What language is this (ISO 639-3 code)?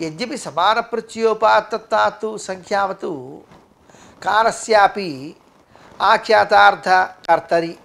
san